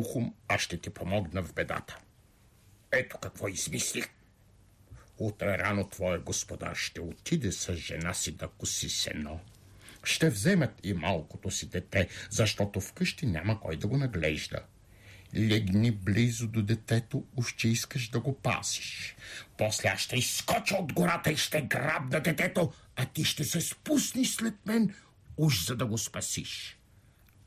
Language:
Bulgarian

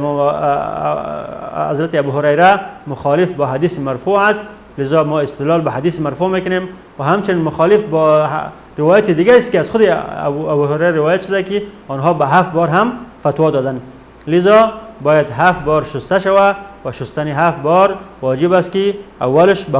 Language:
Persian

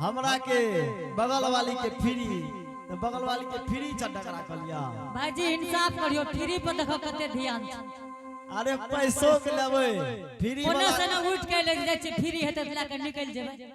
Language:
Angika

